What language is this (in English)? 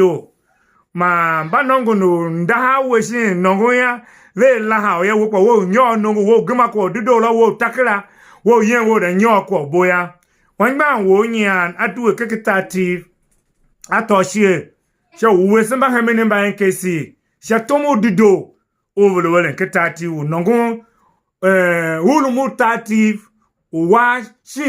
Tiv